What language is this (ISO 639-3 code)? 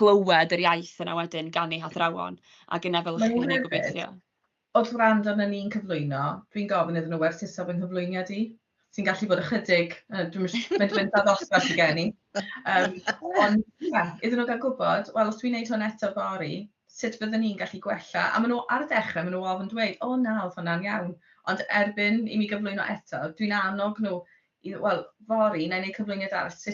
cym